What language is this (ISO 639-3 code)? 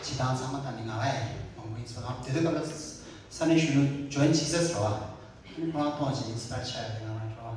bod